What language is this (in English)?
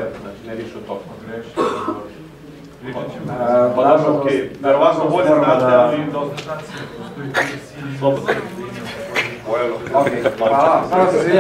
Serbian